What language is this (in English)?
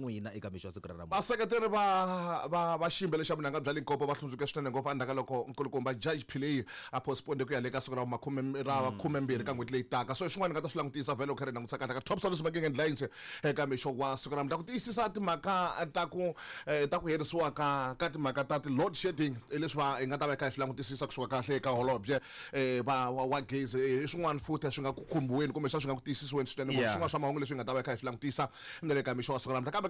Tsonga